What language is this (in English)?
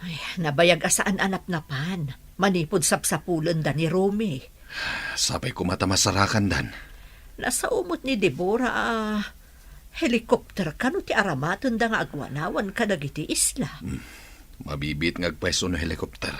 Iloko